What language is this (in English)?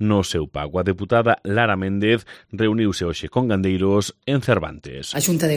Galician